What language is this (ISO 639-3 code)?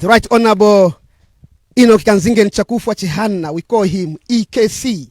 nya